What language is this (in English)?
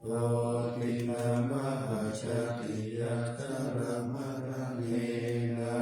Pali